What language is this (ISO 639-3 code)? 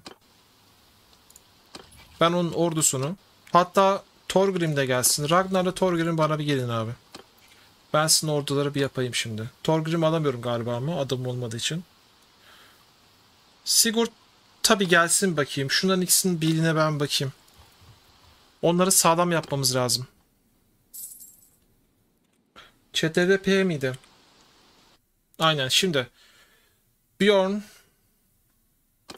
tur